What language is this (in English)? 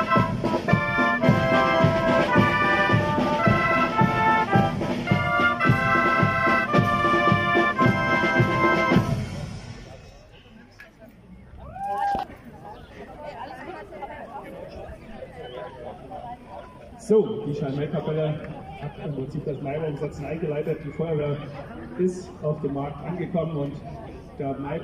German